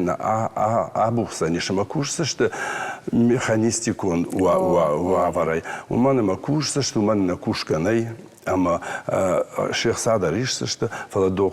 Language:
Ossetic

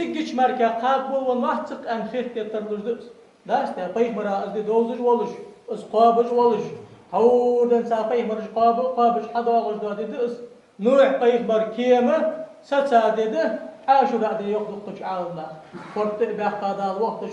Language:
Ingush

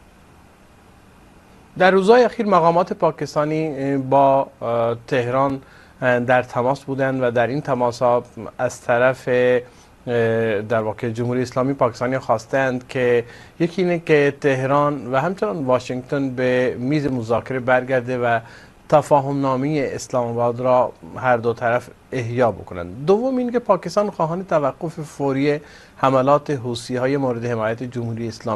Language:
Persian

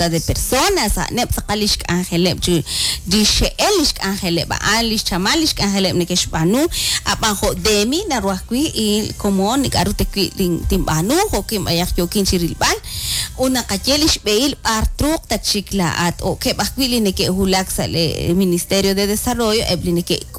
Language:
Kekchí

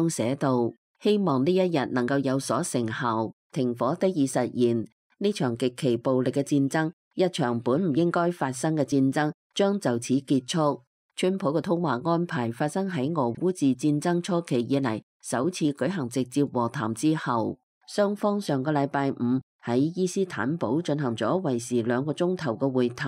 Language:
Cantonese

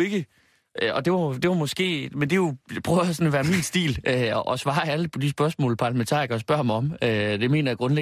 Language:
Danish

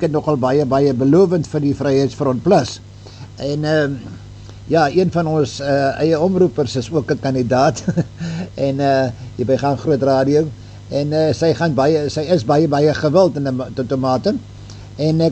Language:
Afrikaans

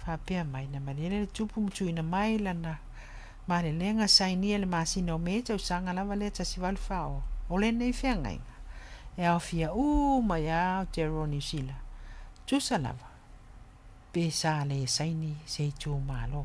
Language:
Samoan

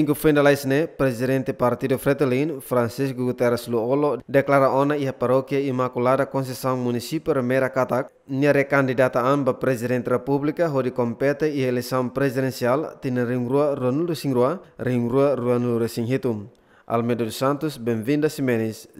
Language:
Tetum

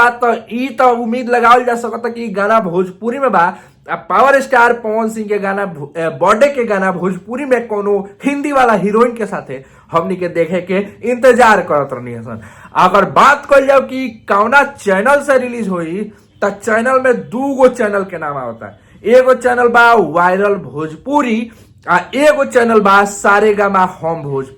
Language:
Bhojpuri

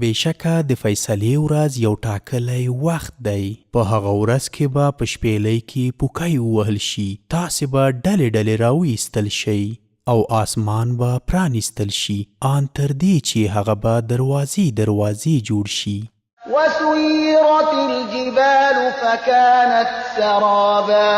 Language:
Pashto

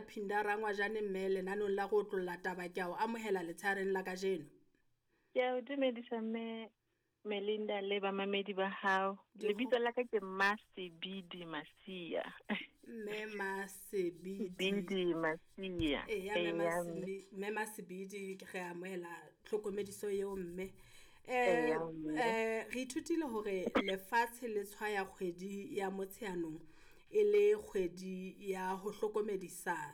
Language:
Southern Sotho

